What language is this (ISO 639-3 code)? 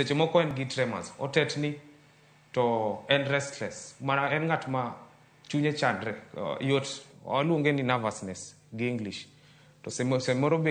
luo